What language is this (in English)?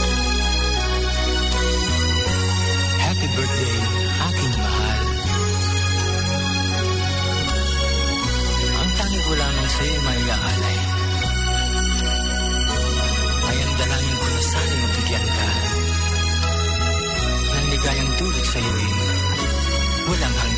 Filipino